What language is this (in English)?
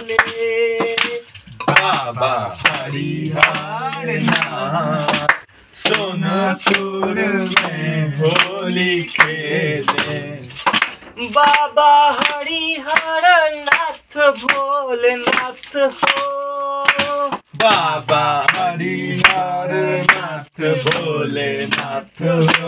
Bhojpuri